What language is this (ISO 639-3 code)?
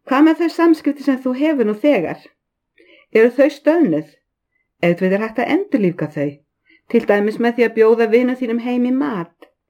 isl